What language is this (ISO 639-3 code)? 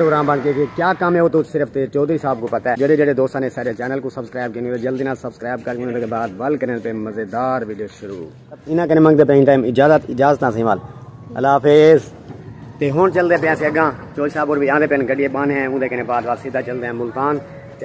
skr